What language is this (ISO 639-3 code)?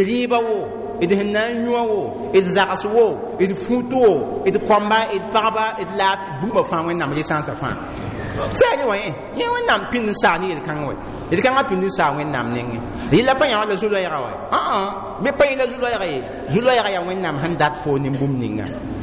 mos